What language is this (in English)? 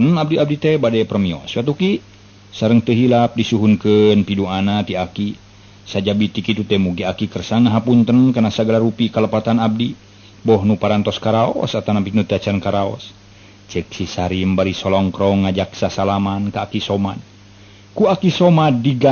Sundanese